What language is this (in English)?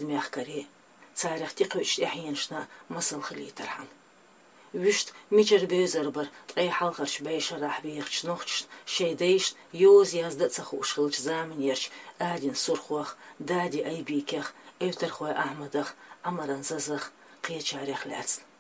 Chechen